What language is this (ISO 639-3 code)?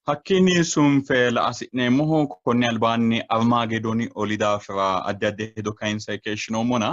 sid